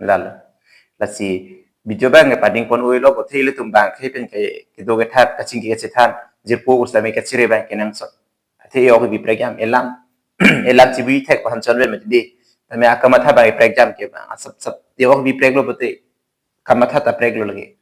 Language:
Karbi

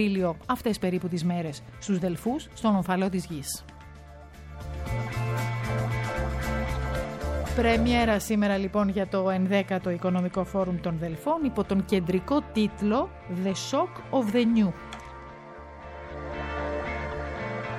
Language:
Greek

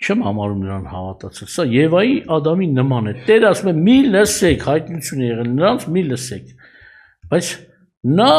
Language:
Armenian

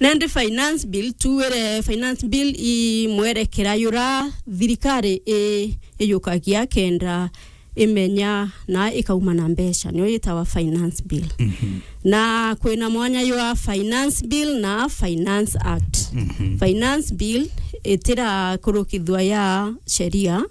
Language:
Meru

